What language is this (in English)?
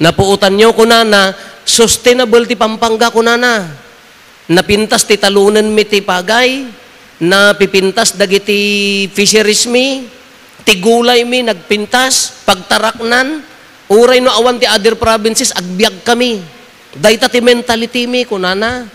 Iloko